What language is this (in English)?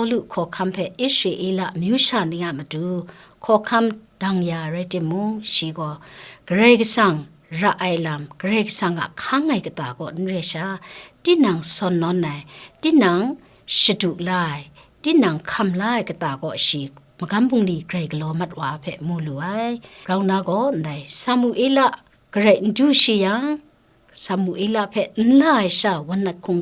Kachin